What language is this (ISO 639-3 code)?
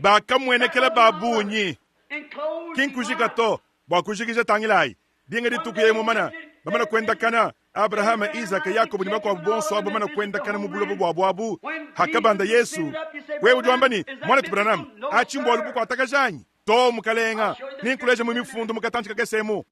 lua